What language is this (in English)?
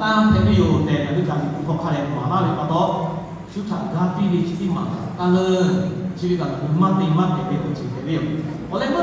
Lahu